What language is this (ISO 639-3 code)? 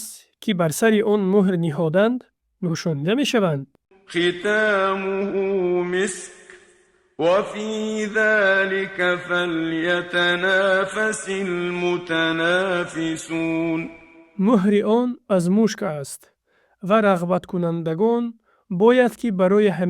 tgk